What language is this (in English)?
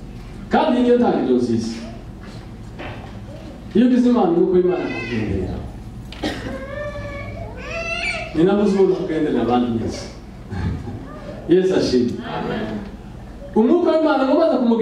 Kinyarwanda